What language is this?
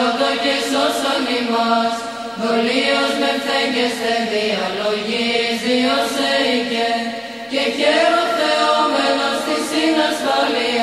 Greek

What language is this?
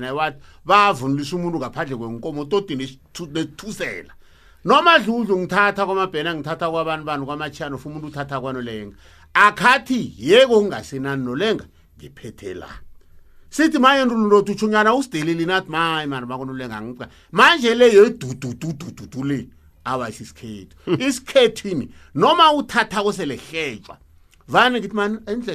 South Ndebele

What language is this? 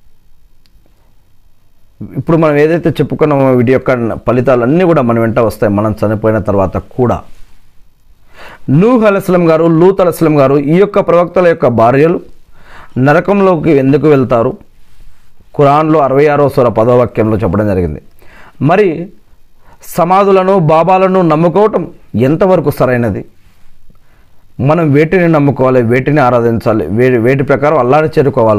Telugu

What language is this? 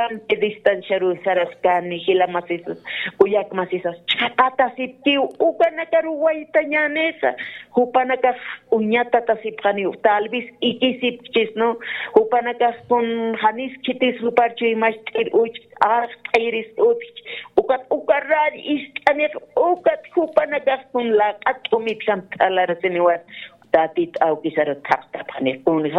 Aymara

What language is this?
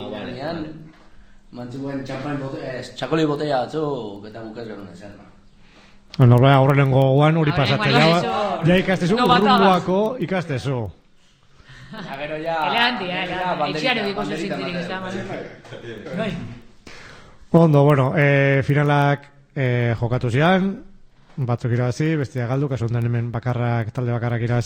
Basque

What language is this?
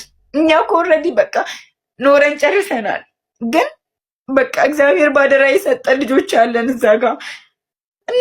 Amharic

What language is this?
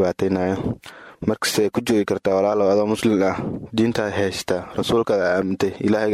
Somali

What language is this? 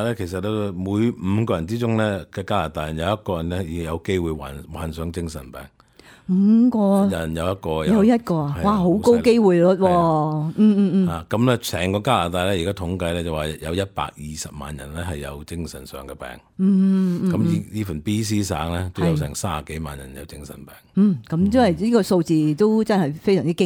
Cantonese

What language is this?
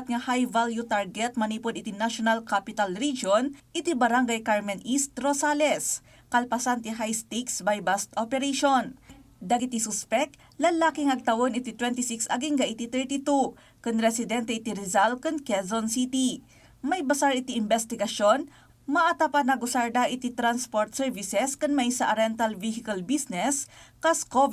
Iloko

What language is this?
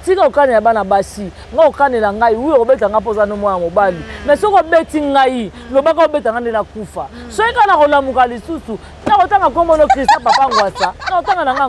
Lingala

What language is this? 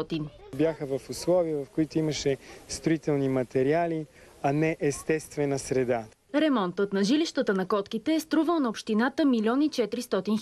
Bulgarian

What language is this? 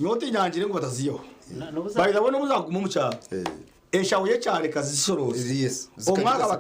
Nyankole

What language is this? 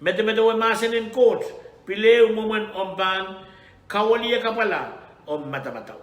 Pohnpeian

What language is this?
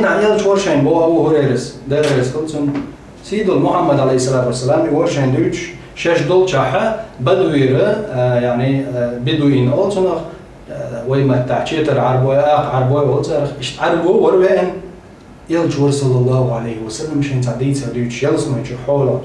Chechen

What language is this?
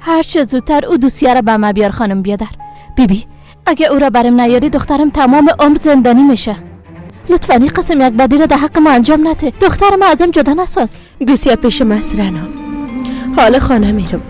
Persian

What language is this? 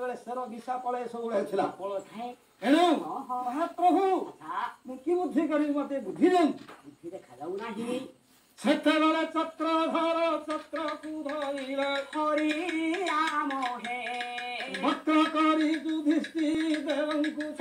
Odia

